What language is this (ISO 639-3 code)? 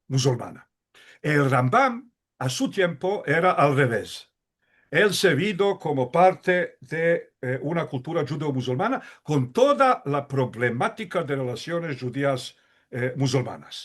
lad